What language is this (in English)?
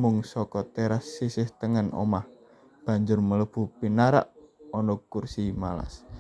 Javanese